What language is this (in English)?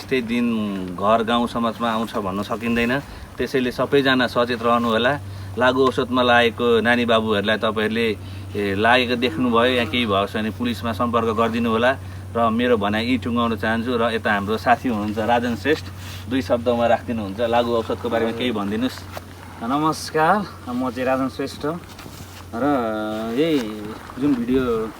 Nepali